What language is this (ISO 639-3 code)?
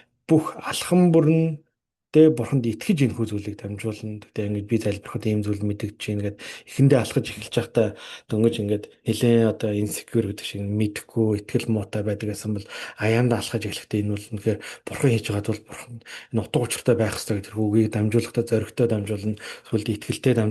mon